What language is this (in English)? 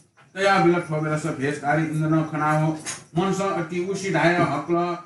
Newari